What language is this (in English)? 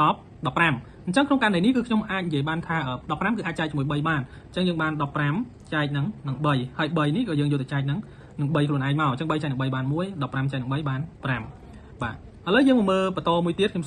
Khmer